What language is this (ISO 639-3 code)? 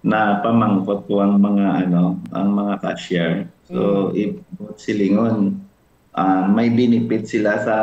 hil